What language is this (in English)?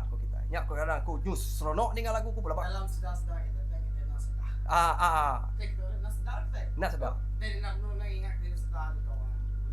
Iban